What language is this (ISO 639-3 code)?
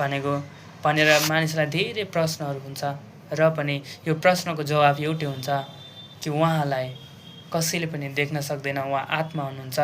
nep